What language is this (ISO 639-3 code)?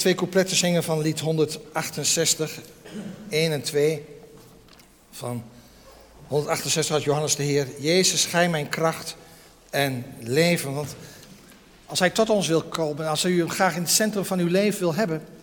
nld